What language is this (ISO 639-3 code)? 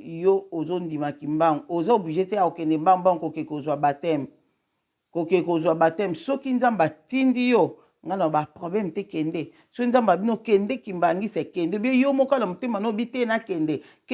lin